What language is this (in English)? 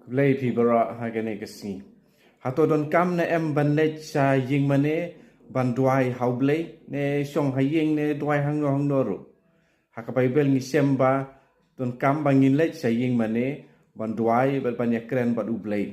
Khasi